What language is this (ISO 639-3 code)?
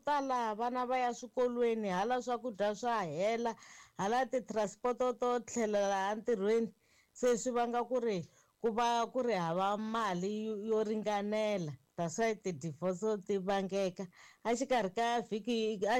tso